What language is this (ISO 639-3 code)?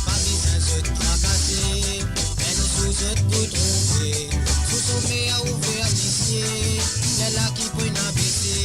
mfe